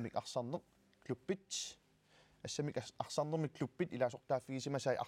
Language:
Kalaallisut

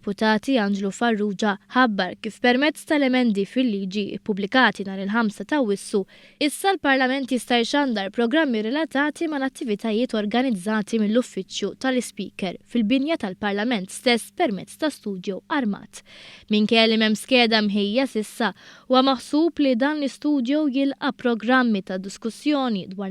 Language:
Maltese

